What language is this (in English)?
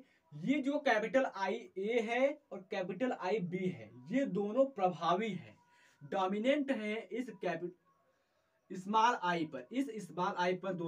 Hindi